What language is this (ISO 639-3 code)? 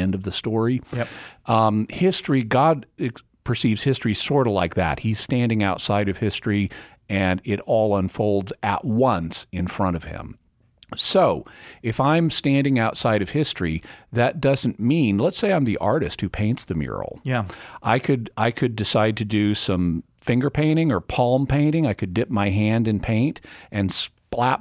eng